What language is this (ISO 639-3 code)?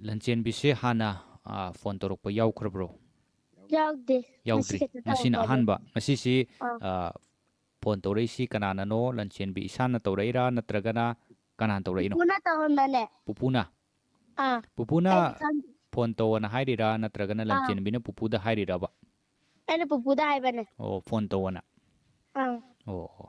mni